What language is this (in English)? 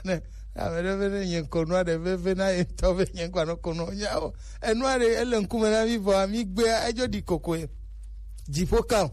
Gen